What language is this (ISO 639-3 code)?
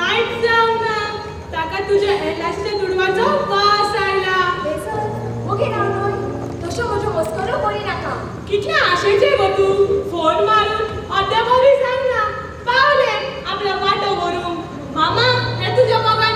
kok